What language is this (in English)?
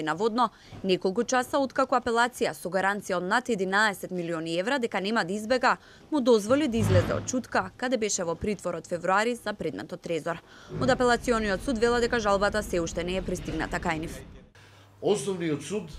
Macedonian